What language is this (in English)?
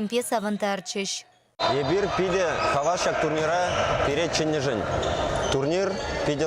Chuvash